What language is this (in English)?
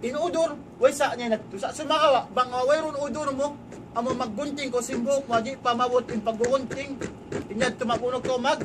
Tausug